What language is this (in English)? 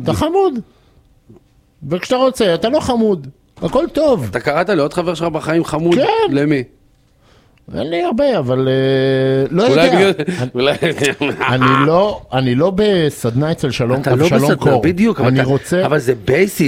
Hebrew